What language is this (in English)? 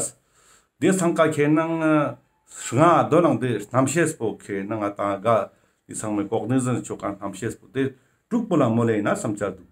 Ladakhi